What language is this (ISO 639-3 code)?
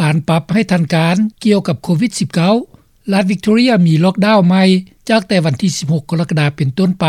lao